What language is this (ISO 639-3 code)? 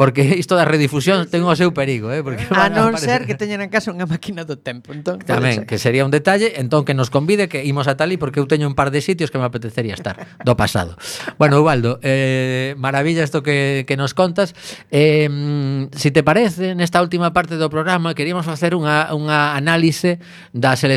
glg